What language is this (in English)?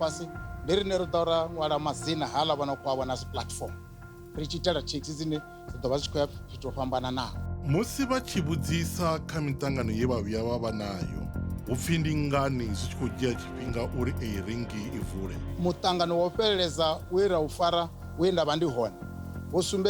Venda